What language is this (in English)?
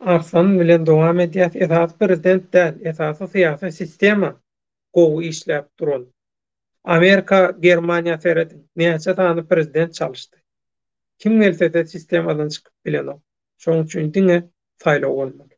Turkmen